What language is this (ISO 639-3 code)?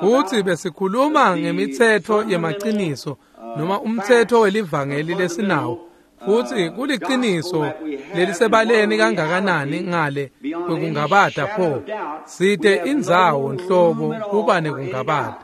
ssw